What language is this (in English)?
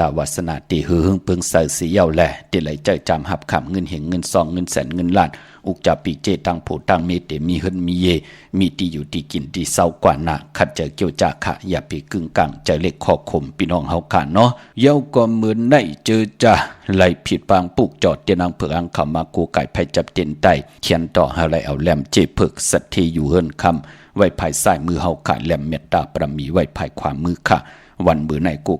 Shan